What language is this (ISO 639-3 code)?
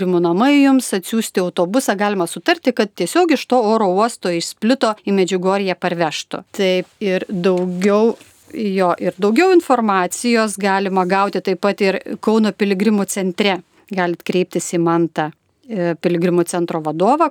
lit